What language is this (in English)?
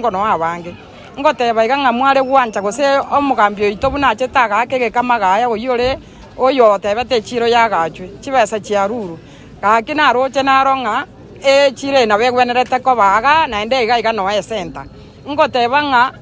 Gusii